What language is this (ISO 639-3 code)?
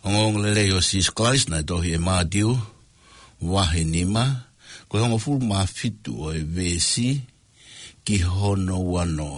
ton